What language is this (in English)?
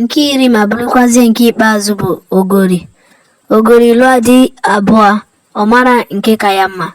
Igbo